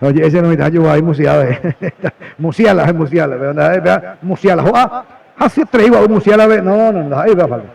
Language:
Guarani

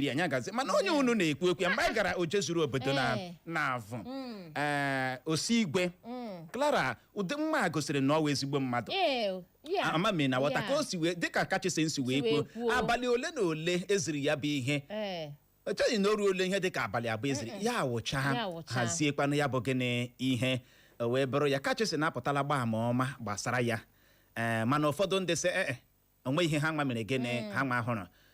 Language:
Igbo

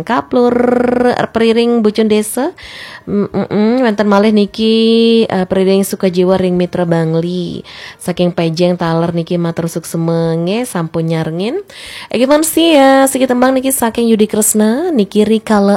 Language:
Balinese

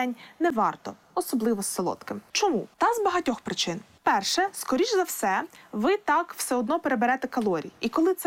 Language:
Ukrainian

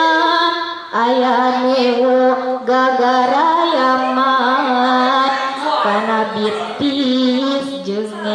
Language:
Sundanese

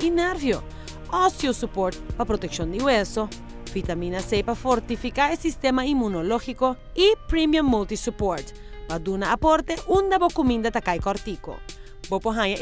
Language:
Papiamento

